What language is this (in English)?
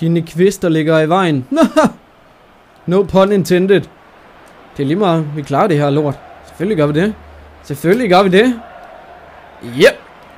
Danish